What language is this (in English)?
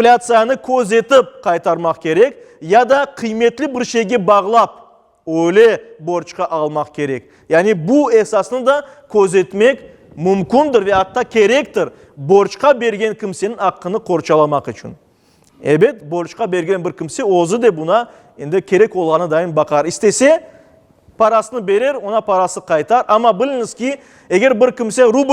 Crimean Tatar